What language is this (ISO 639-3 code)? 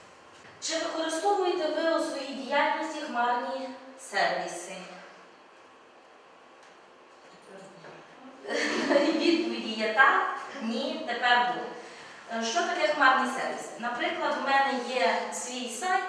ukr